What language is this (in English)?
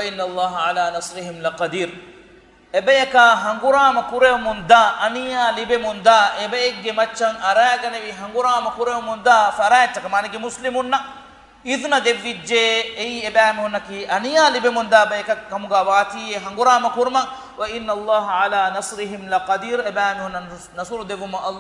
Divehi